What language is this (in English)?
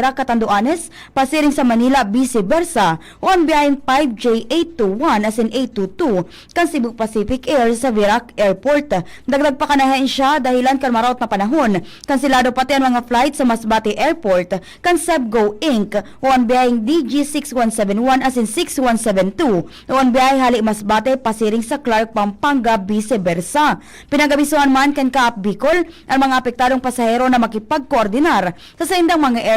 Bikol